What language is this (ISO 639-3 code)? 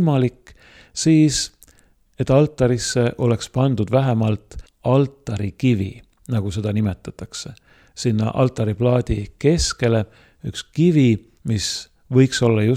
est